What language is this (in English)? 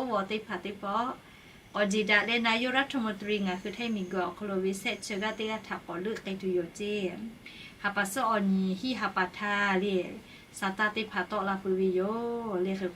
Lahu